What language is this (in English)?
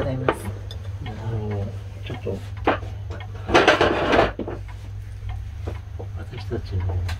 Japanese